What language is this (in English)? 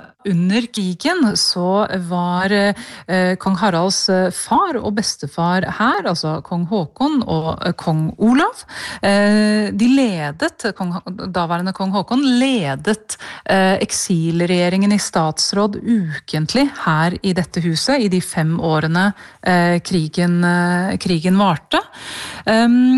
Norwegian